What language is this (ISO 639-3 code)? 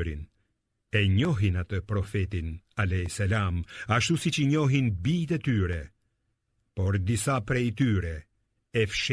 sqi